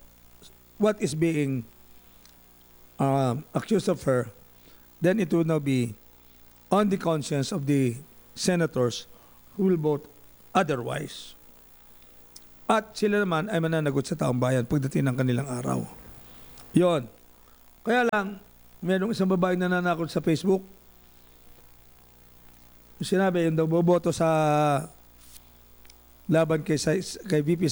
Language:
Filipino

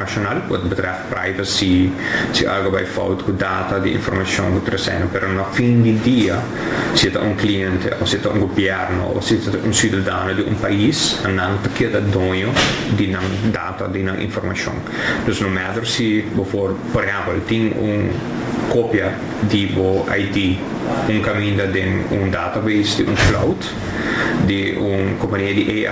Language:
Papiamento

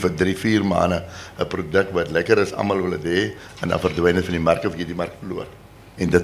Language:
Afrikaans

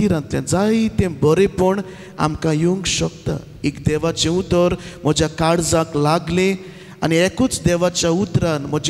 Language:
Konkani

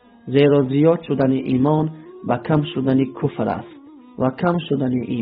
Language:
Tajik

